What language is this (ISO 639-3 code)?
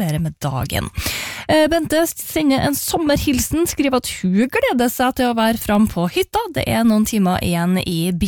nor